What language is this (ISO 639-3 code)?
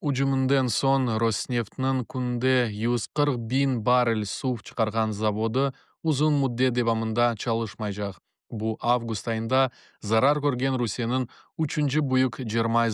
crh